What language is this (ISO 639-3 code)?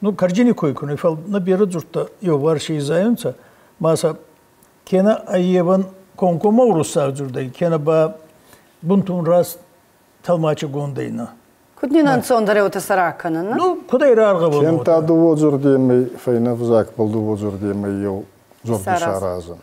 oss